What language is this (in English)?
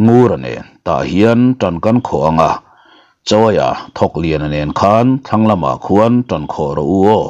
Mizo